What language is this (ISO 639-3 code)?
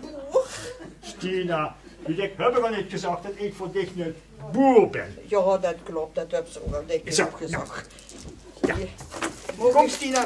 lim